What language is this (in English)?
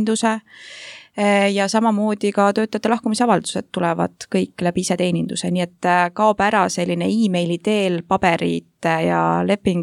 Estonian